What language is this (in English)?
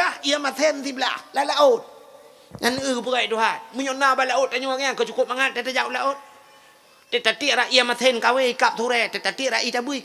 Achinese